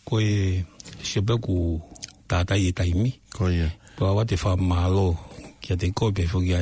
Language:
Tongan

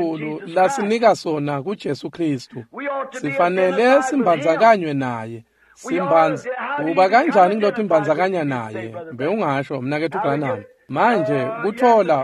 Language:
Swati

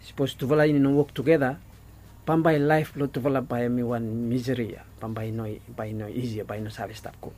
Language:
Bislama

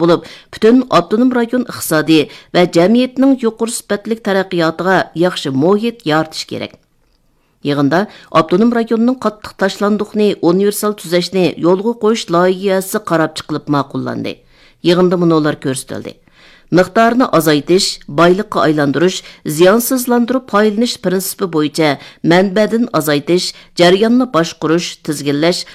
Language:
Uyghur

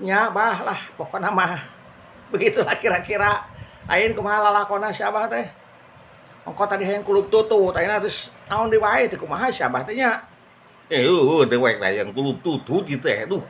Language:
Sundanese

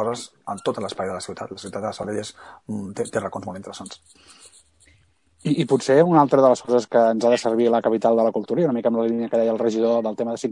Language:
Catalan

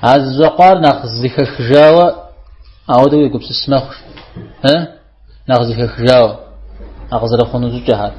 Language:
Kabardian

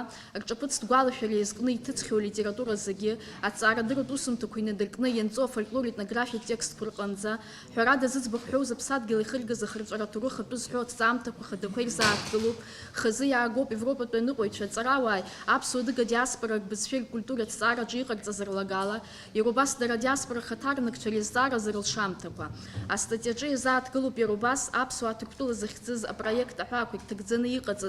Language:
Abkhazian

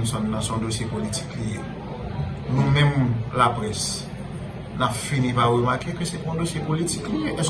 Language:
Haitian Creole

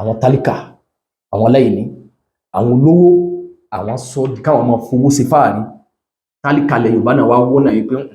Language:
Yoruba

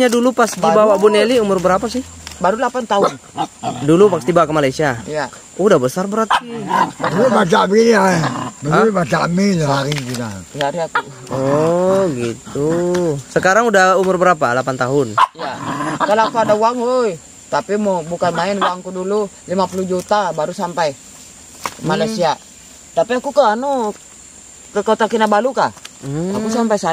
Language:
Indonesian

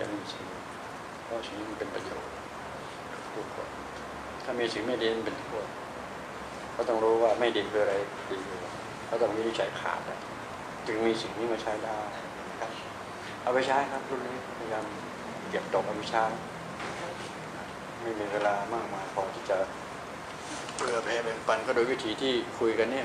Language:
Thai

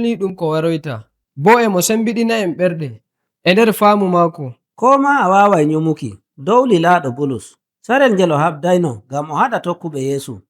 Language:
Nigerian Fulfulde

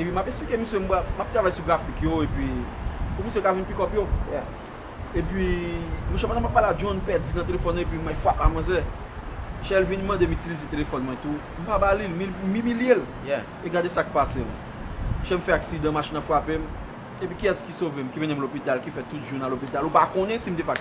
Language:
Haitian Creole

